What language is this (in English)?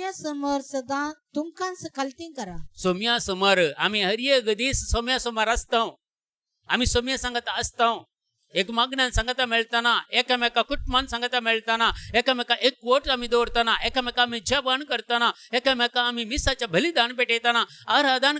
Konkani